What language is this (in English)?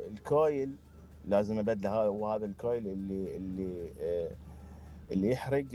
Mesopotamian Arabic